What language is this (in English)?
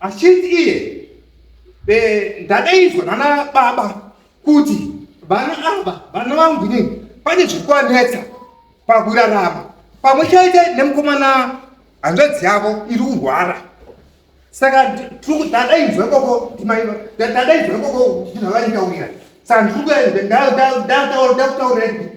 Shona